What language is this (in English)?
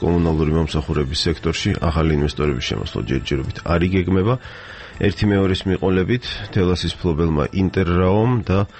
Georgian